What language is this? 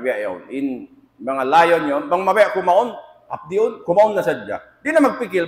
Tausug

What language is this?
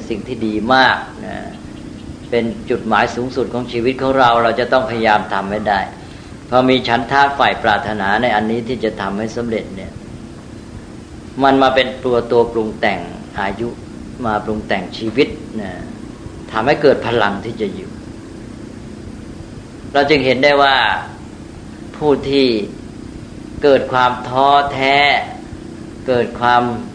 Thai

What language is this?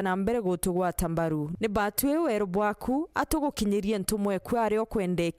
Meru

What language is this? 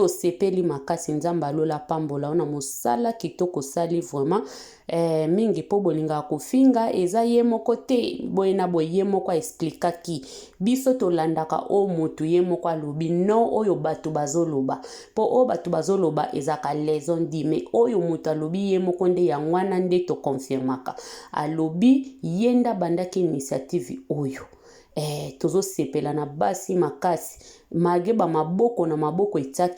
Lingala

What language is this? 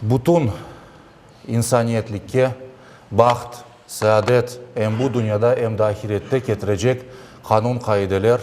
Crimean Tatar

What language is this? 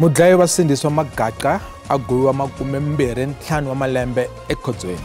Tsonga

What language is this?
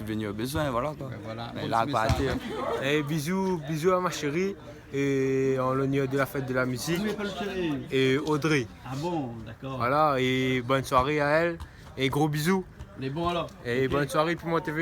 Réunion Creole French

